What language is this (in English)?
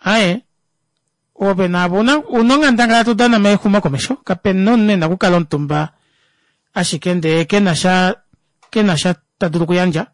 Kuanyama